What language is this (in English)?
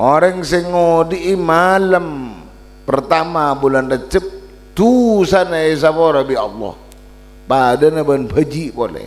Madurese